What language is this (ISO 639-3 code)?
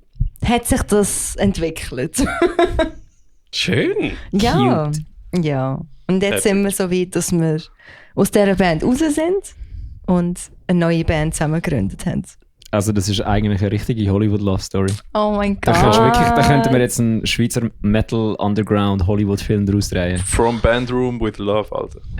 gsw